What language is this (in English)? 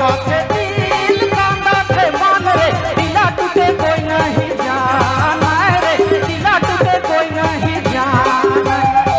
Sadri